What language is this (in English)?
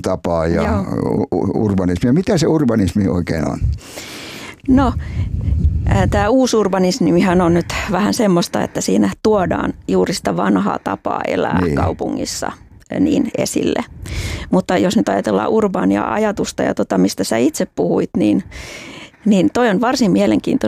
Finnish